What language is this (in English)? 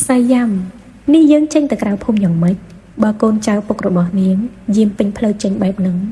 Khmer